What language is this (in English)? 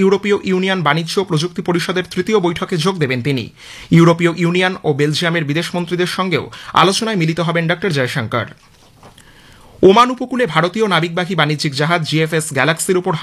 Bangla